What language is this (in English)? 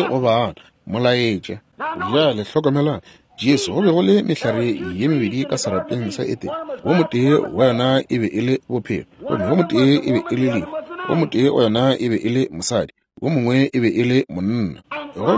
Northern Sotho